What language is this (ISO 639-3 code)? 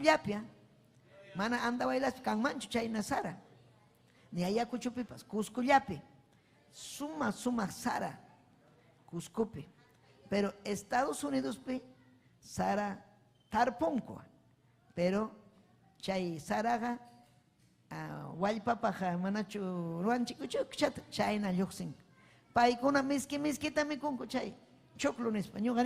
quy